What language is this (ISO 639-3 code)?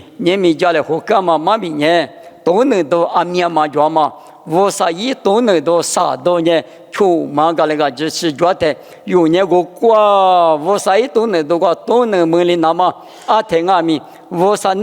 lis